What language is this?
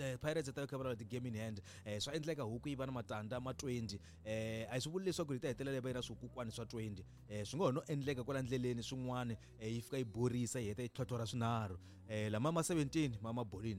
Tsonga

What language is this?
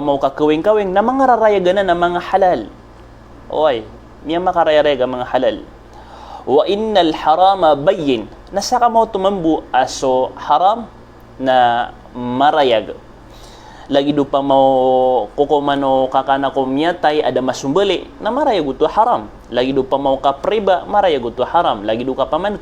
Maranao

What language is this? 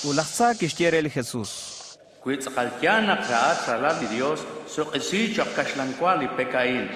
Kekchí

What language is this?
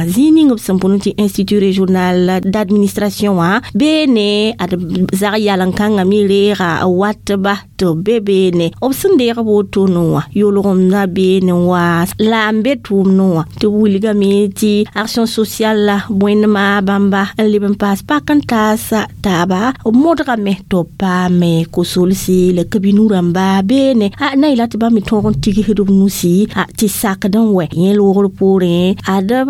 Mossi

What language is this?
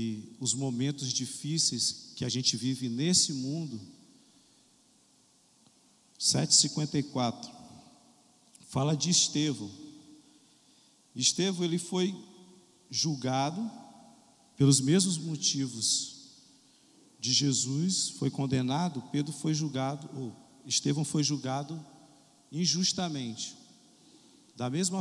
Portuguese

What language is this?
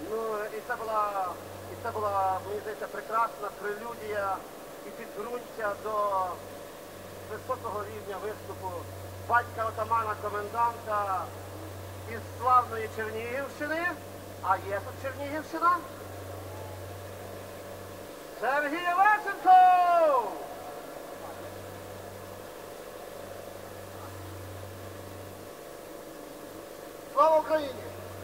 Ukrainian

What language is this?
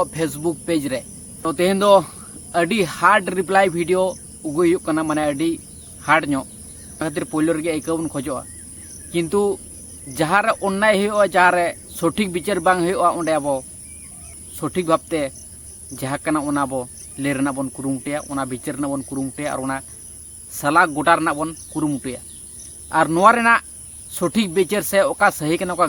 Santali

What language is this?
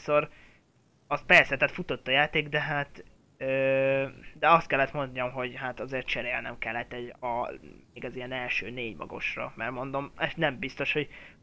Hungarian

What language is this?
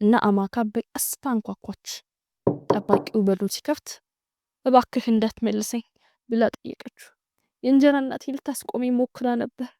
Amharic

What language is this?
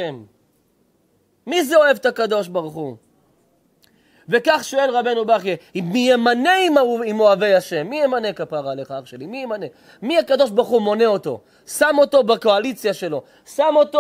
Hebrew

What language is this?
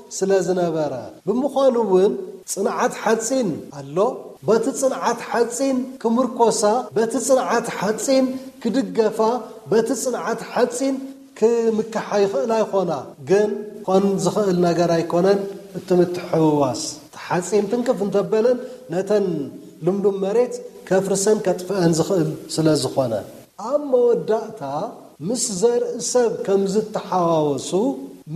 Tigrinya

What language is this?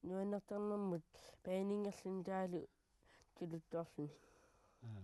Kalaallisut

